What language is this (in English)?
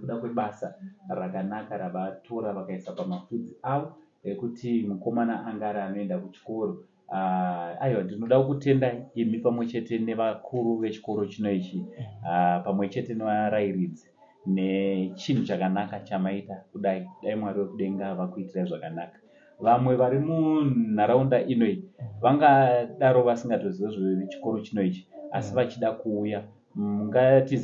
Shona